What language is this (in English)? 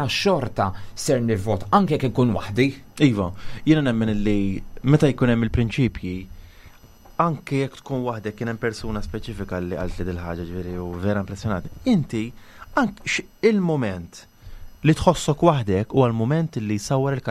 Maltese